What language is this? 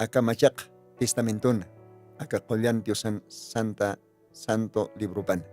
Aymara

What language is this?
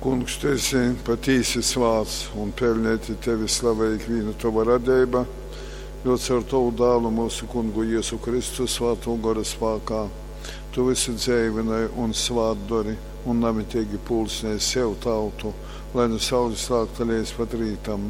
Latgalian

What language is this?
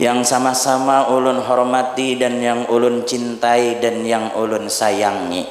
Banjar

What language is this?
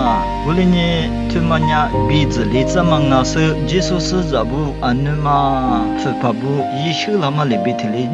Lisu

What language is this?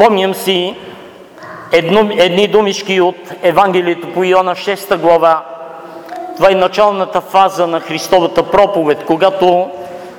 Bulgarian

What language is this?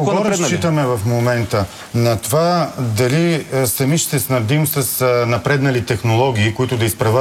Bulgarian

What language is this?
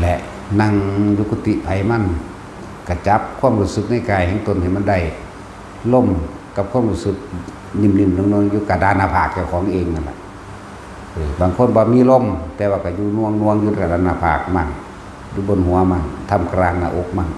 Northeastern Thai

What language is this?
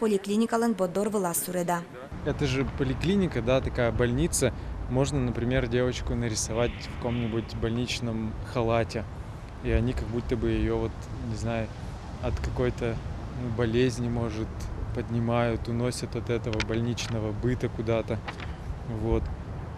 Udmurt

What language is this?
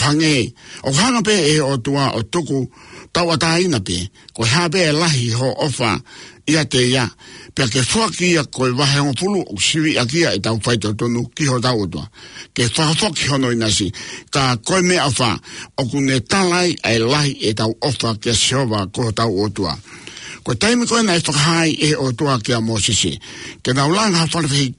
Tongan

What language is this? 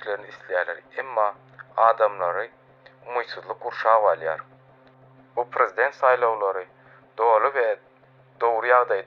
Turkmen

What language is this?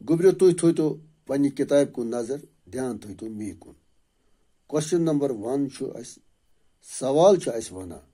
Kashmiri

